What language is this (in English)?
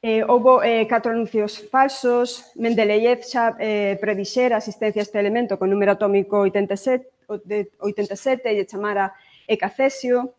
Galician